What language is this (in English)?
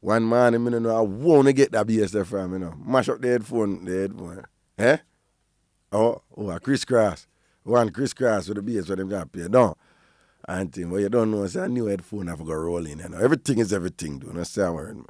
Jamaican Creole English